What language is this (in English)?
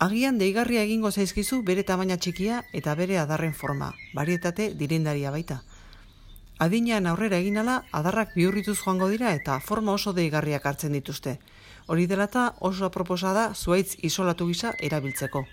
Basque